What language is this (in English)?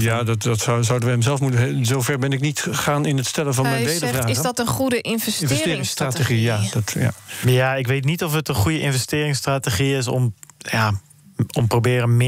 Dutch